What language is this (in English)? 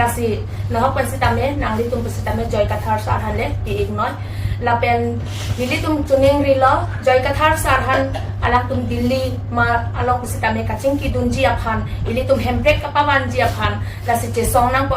Karbi